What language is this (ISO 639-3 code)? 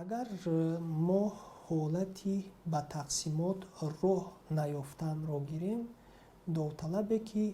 tgk